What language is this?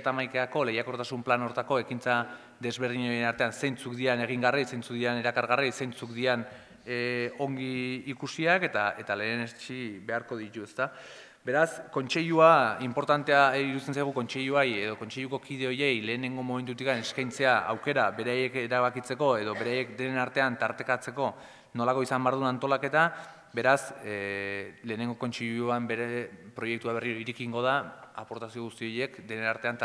Basque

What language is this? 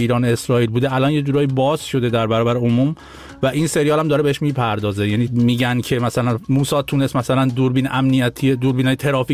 Persian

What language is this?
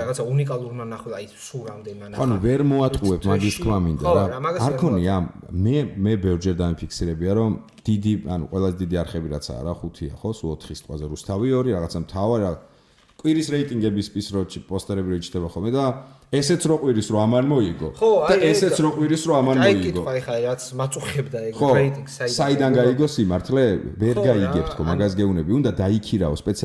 Georgian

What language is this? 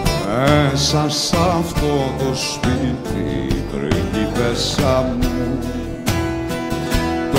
Greek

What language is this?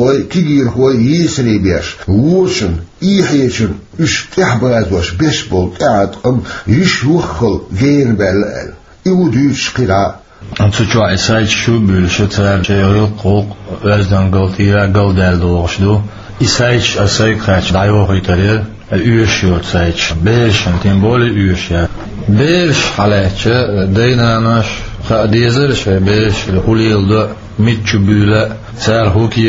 Chechen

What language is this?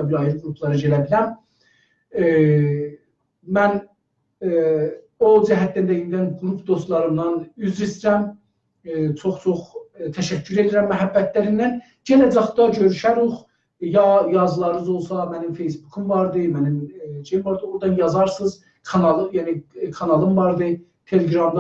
South Azerbaijani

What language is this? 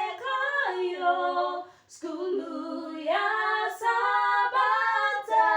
Nyanja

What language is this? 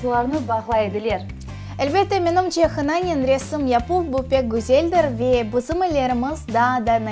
Crimean Tatar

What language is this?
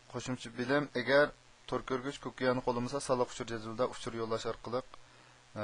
Uyghur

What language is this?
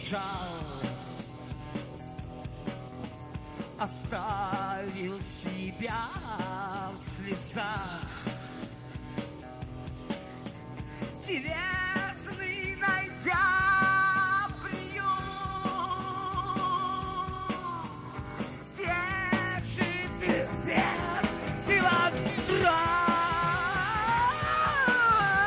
Russian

